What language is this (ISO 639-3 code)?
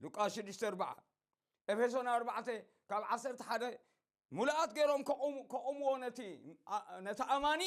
tir